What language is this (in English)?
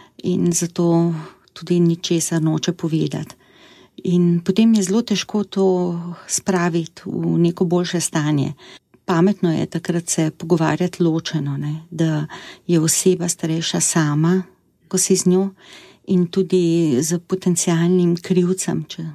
Slovenian